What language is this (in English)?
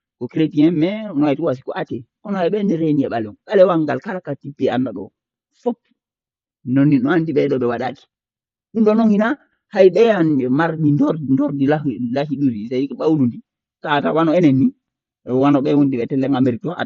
Fula